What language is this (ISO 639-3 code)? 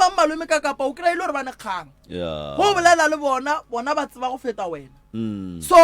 nso